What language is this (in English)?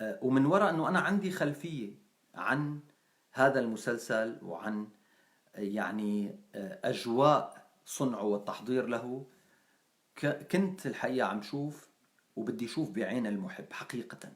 North Levantine Arabic